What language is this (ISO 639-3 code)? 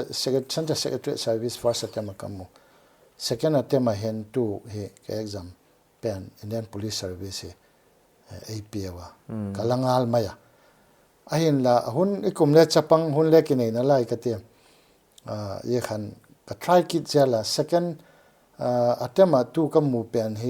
pck